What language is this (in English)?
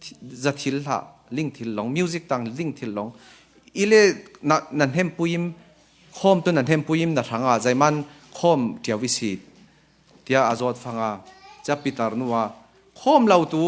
Falam Chin